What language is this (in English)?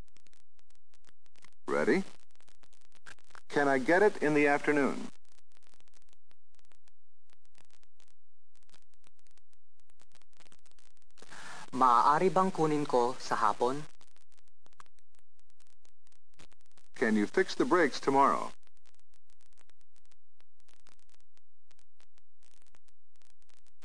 Filipino